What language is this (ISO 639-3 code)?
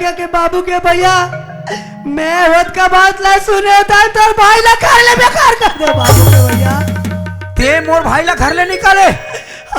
hne